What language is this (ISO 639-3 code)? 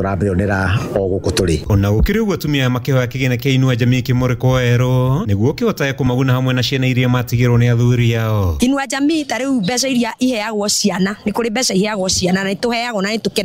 kik